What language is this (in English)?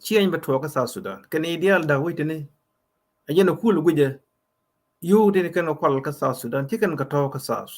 Nuer